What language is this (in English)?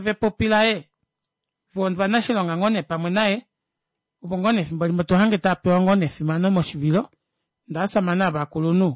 Kuanyama